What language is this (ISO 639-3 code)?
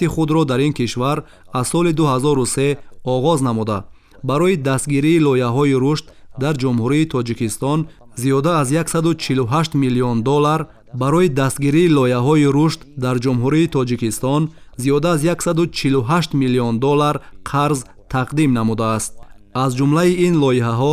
tgk